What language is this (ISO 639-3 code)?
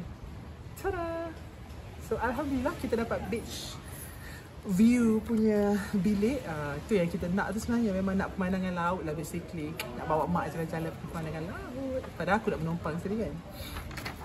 msa